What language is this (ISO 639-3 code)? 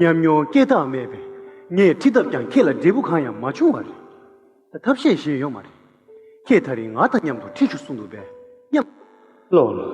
bod